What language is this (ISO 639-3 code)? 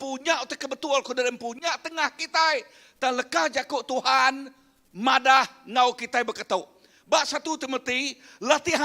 iba